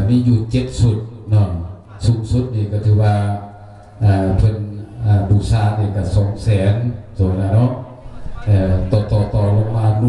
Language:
Lao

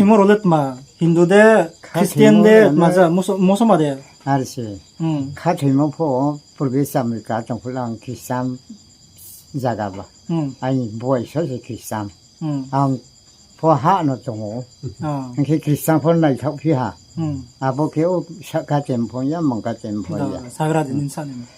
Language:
Riang (India)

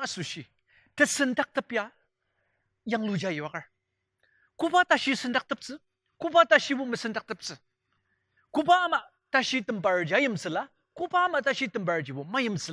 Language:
Ao Naga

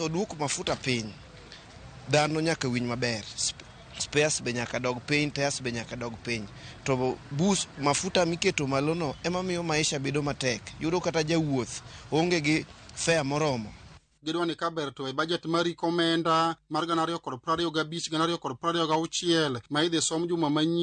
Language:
Luo (Kenya and Tanzania)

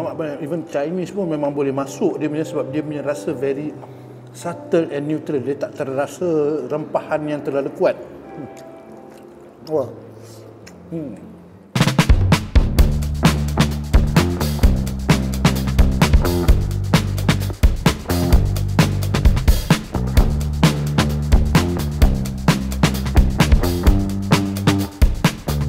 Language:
Malay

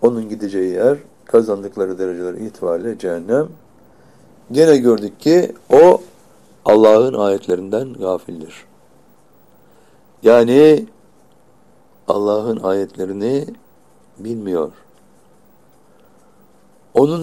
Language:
Turkish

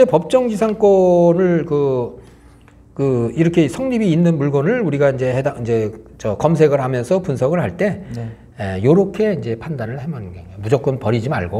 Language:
Korean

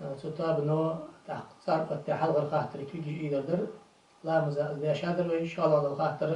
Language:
Ingush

